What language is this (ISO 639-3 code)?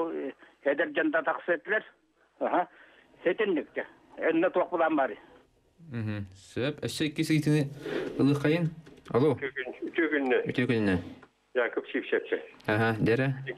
sah